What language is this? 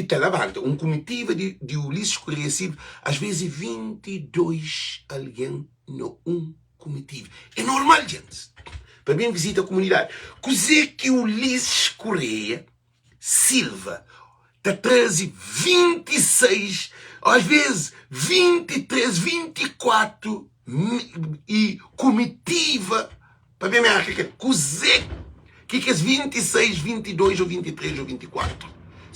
Kabuverdianu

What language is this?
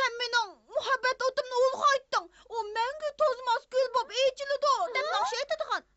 Uyghur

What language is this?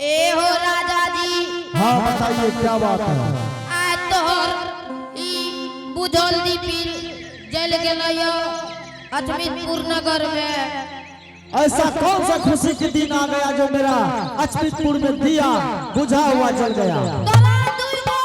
Angika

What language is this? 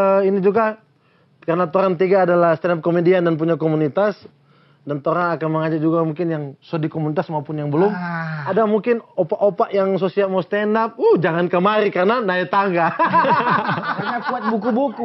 Manado Malay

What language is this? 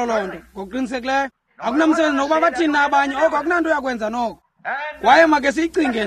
Xhosa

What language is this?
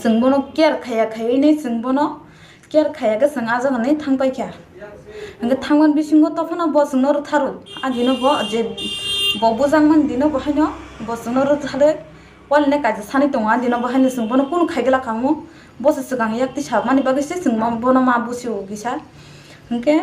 Kok Borok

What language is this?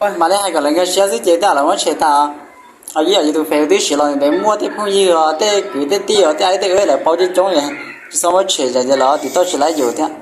Hmong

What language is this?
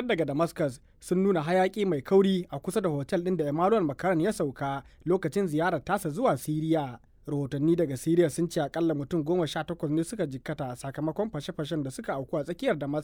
Hausa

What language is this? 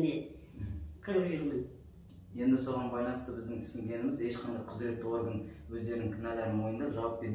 Kazakh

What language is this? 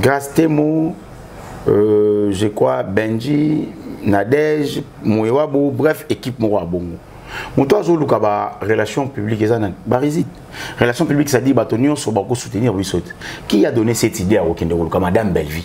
Lingala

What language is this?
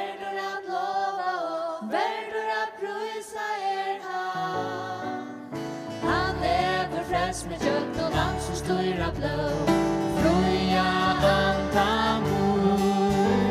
Faroese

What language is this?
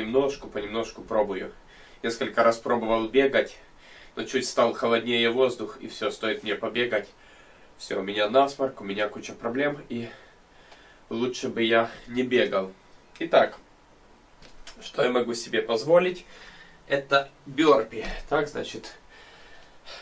Russian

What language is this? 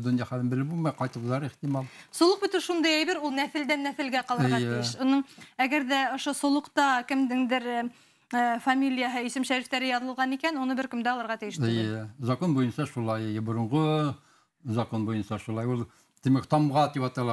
Bashkir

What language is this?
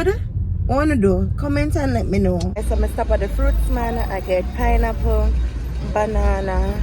Jamaican Creole English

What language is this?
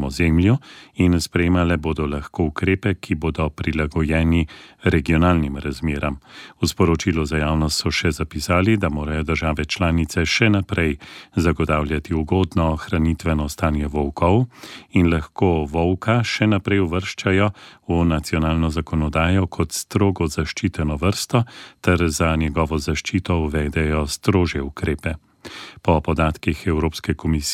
Slovenian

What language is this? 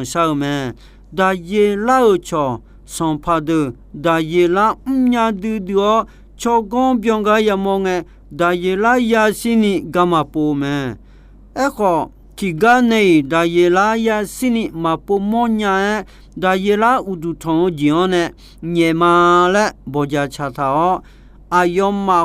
Akha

